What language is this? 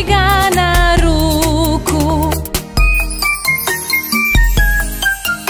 Croatian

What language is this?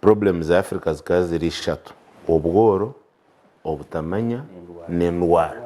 Nyankole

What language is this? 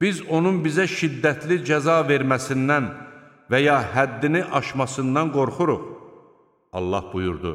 Azerbaijani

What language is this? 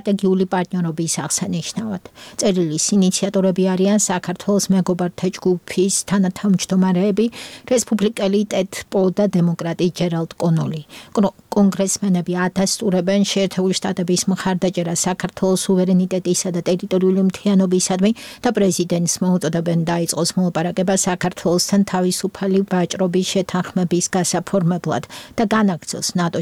Georgian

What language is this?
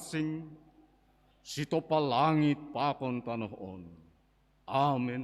Batak Simalungun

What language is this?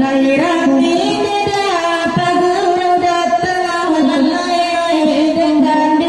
Minangkabau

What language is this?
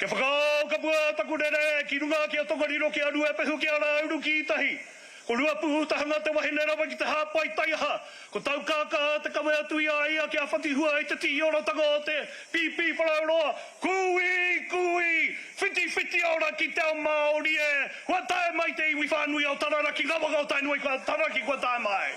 Māori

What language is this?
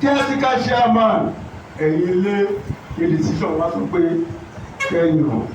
Yoruba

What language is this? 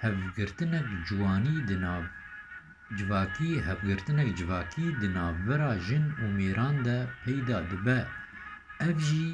Kurdish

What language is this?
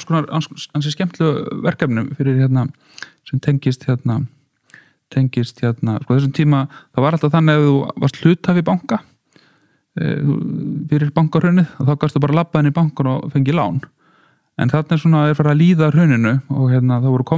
Icelandic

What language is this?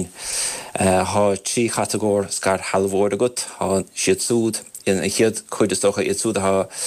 Irish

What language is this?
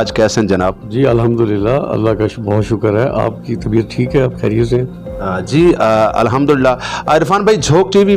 Saraiki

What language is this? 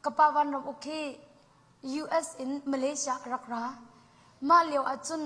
Hakha Chin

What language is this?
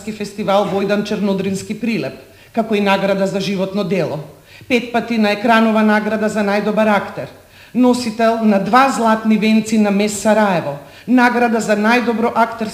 Macedonian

